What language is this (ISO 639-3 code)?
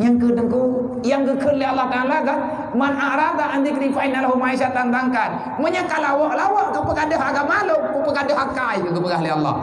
ace